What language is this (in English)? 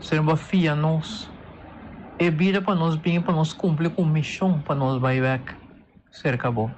Papiamento